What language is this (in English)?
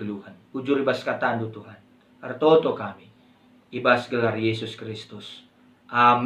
Batak Karo